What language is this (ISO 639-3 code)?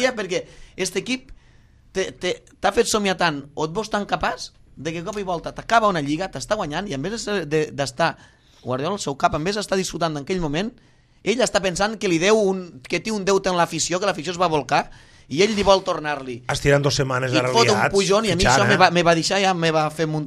cat